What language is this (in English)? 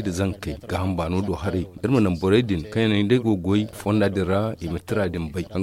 Zarma